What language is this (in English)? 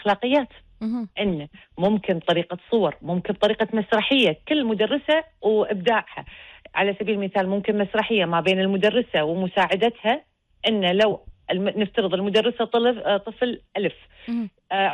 Gulf Arabic